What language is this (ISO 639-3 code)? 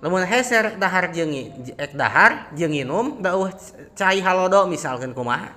sun